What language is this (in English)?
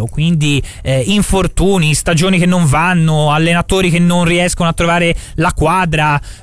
Italian